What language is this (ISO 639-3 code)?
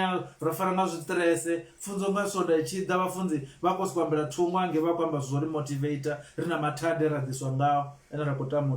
ven